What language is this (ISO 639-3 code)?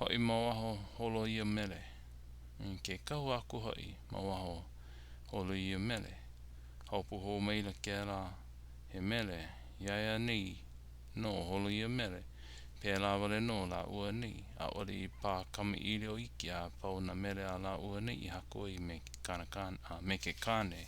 haw